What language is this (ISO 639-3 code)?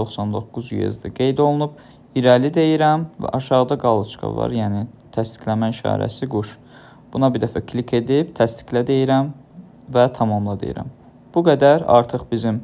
aze